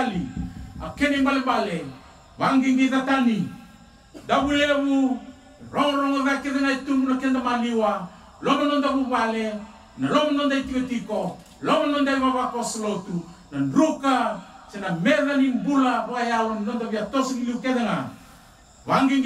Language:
Fijian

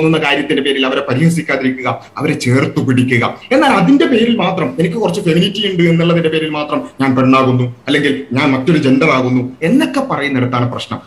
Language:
Malayalam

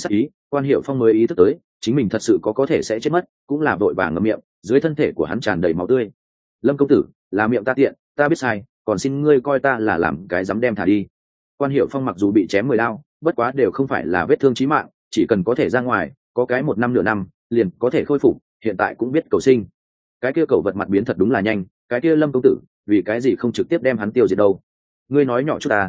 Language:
Vietnamese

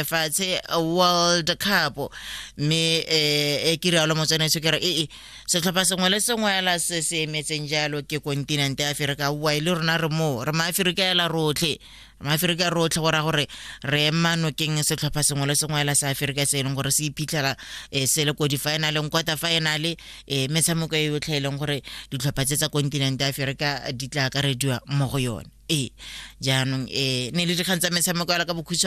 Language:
Tswana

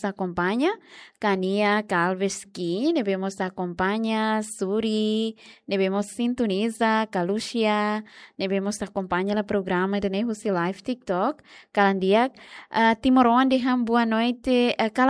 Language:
Tetum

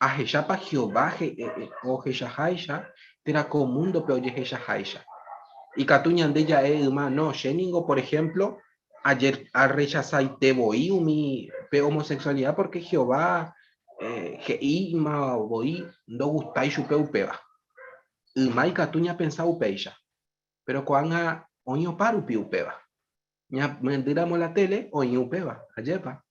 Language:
Guarani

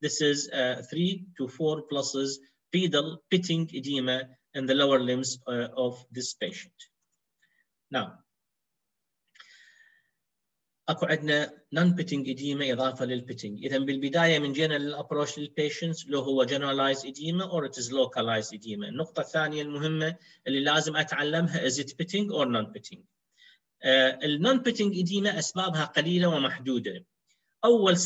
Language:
Mesopotamian Arabic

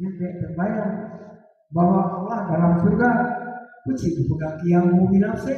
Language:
Achinese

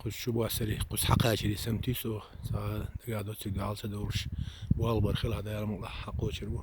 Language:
Chechen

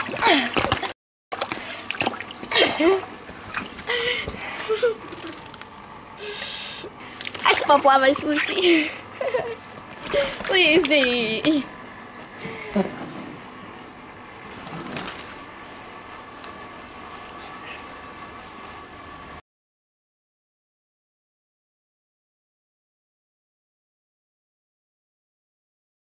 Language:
Slovak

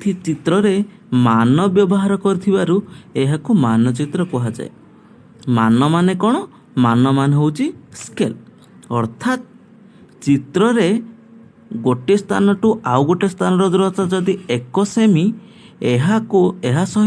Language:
Odia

